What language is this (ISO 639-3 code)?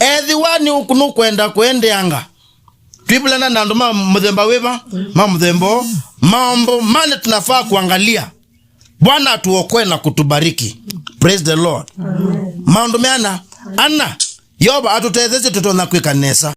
kam